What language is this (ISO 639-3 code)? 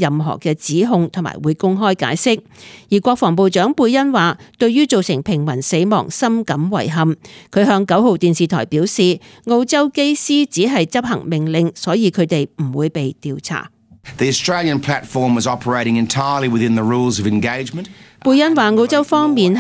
yue